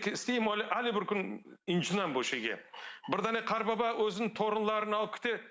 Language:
Crimean Tatar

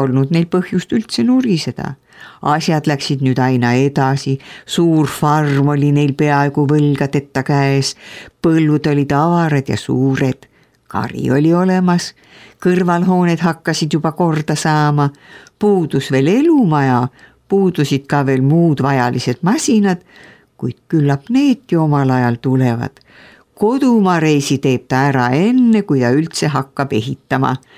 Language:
Estonian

